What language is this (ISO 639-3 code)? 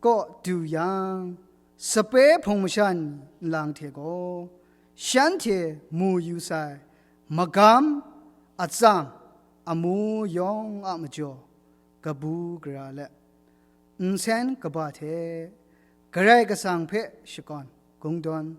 kac